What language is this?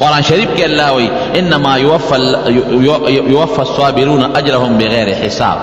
Pashto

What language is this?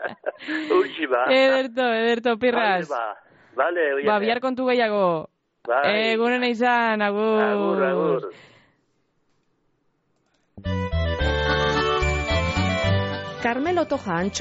Basque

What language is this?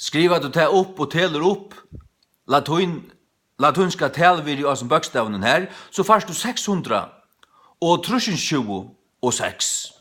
Faroese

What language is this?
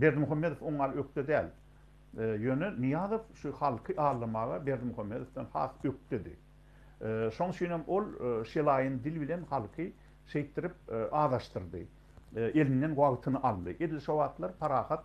Turkmen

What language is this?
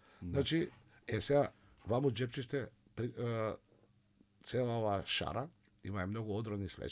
Macedonian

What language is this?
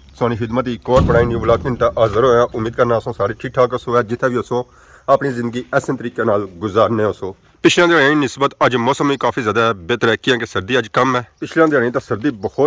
Pahari-Potwari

